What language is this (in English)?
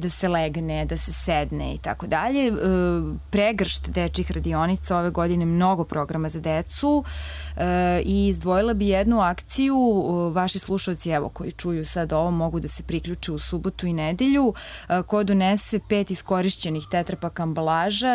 Serbian